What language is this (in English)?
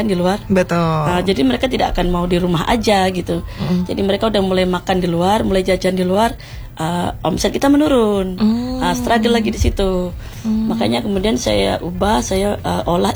Indonesian